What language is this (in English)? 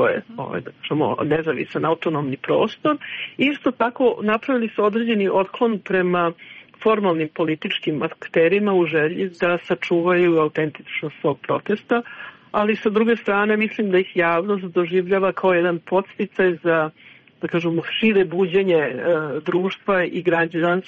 Serbian